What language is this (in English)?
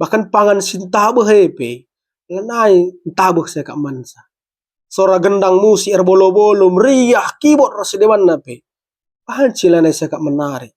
Batak Karo